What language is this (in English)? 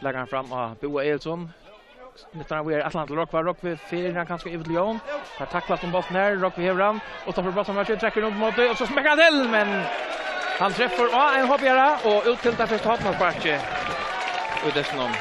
Faroese